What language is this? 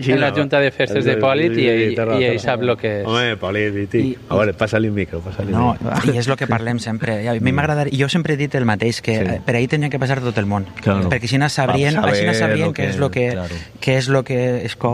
Catalan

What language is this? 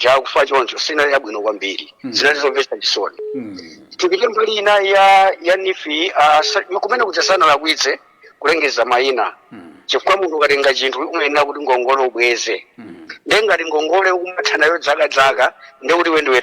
Nyanja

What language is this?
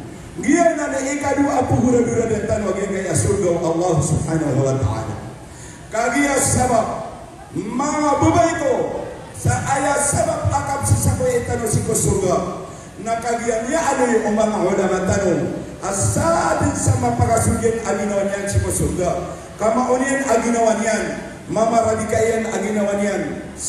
Maranao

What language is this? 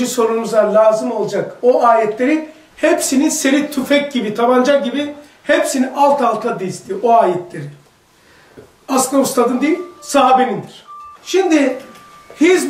Turkish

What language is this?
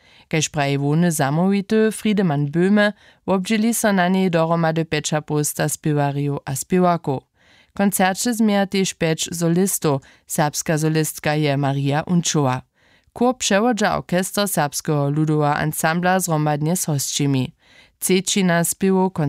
Upper Sorbian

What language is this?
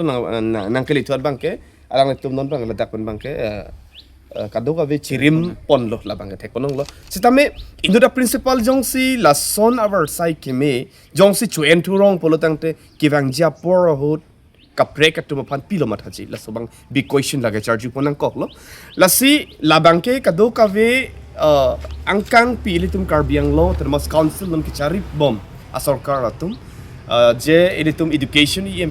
Karbi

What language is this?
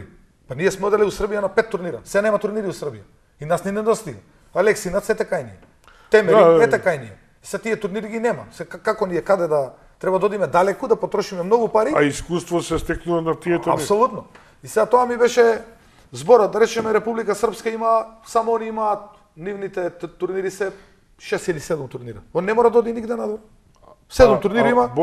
Macedonian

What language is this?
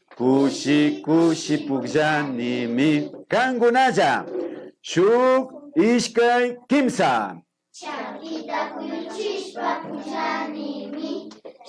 Imbabura Highland Quichua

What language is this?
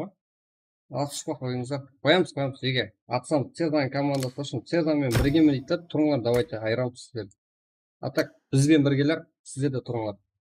Kara-Kalpak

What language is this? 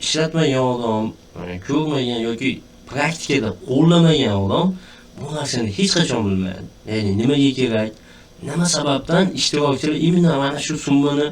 Uzbek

